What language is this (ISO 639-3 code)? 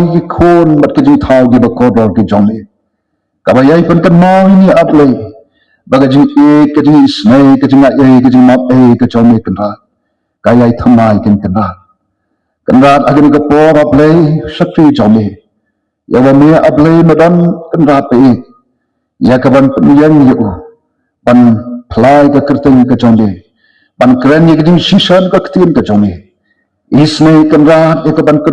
kha